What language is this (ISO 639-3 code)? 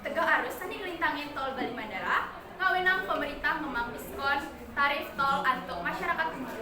ban